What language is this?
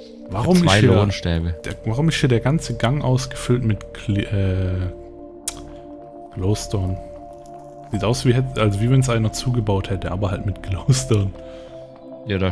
German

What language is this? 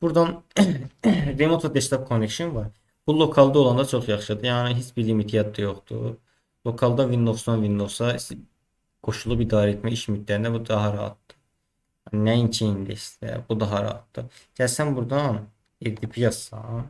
Azerbaijani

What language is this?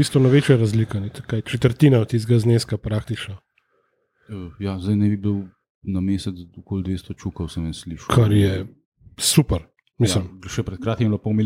Slovenian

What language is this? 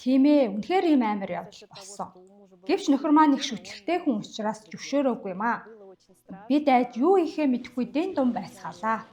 Mongolian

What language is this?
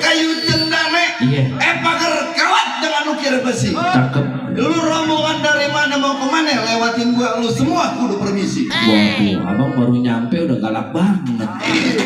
Betawi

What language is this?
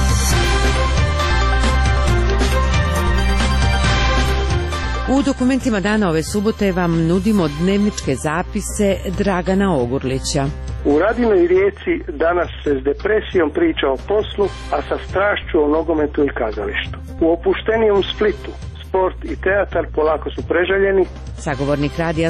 Croatian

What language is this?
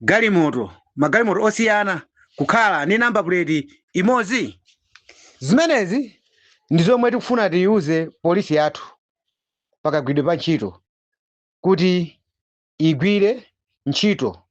Nyanja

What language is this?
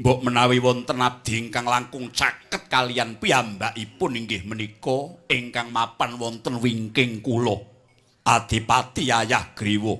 Javanese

